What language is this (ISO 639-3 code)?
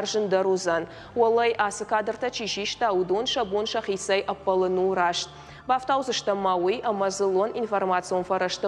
oss